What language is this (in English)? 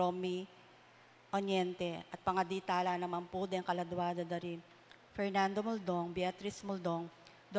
Pampanga